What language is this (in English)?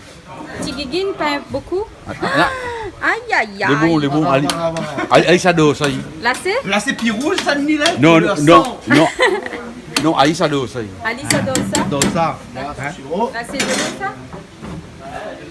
Réunion Creole French